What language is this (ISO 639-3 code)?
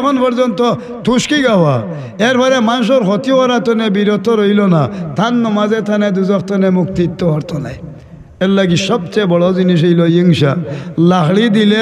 syl